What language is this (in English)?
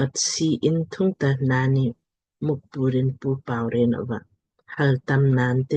Lamkang